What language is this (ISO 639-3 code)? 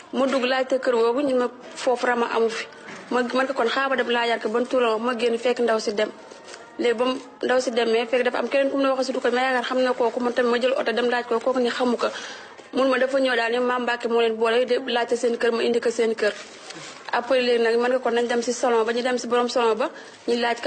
wol